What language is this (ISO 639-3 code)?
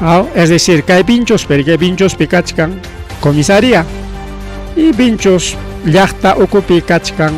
quy